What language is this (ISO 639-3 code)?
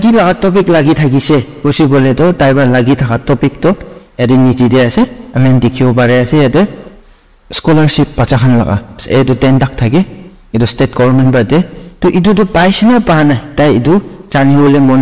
nag